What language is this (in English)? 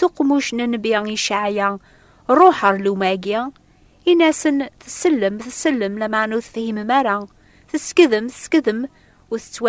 Kabyle